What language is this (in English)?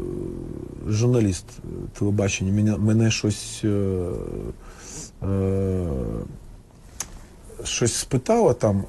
Ukrainian